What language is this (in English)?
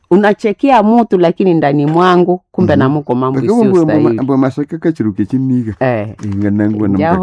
Nande